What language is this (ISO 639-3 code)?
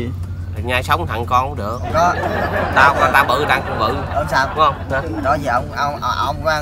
vie